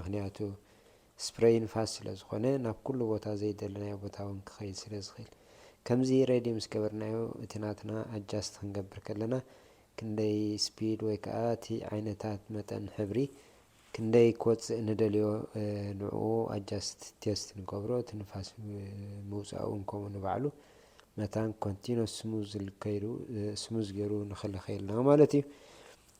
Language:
Tigrinya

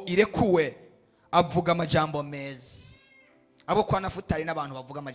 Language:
Rundi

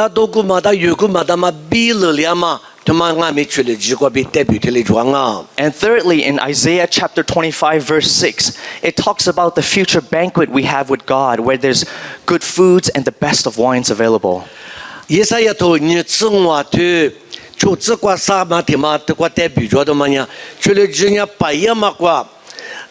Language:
Lisu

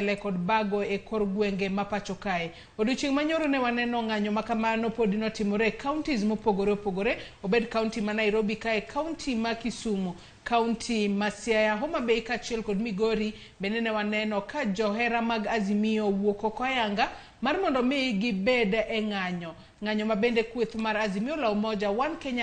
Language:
Luo (Kenya and Tanzania)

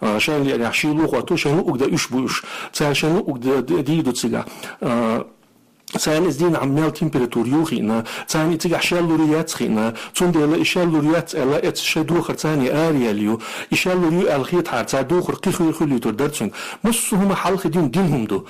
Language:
Chechen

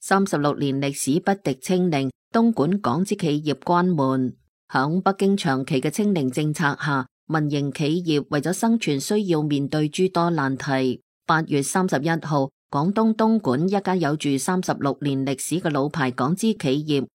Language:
Cantonese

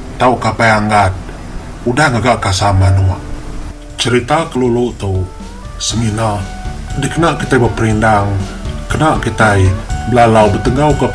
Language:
Iban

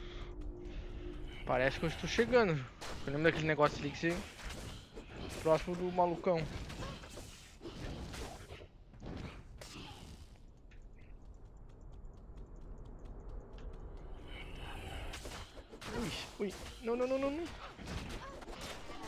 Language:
Portuguese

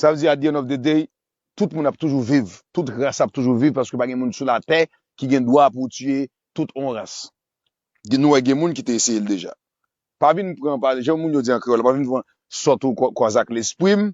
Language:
Haitian Creole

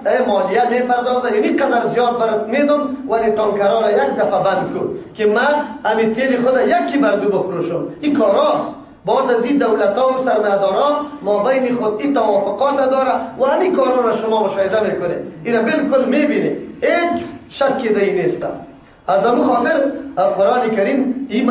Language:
Persian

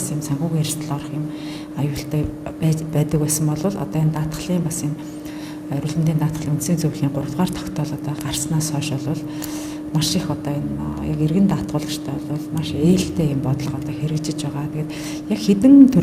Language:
Mongolian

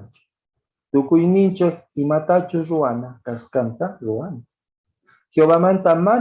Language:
Quechua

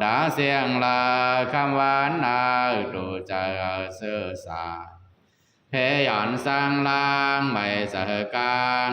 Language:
Pali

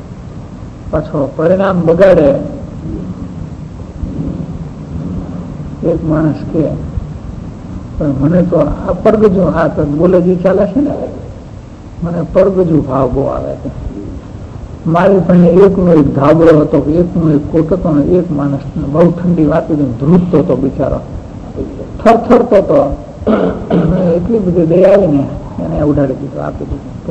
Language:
Gujarati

